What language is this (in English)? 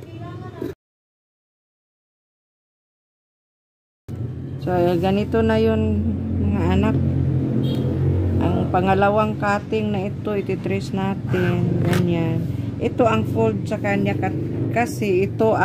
Filipino